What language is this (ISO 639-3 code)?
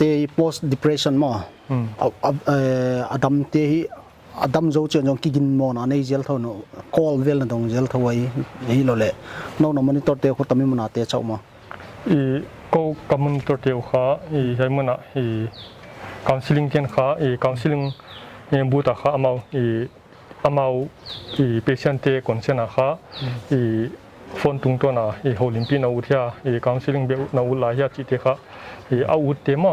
pck